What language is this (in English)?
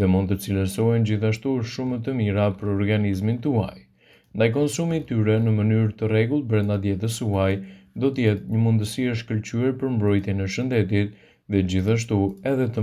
Albanian